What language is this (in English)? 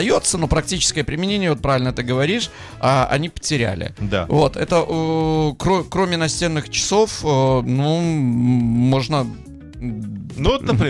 Russian